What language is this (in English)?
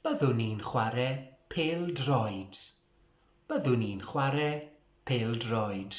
Welsh